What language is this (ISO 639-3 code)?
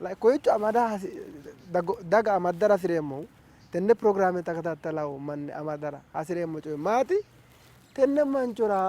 sid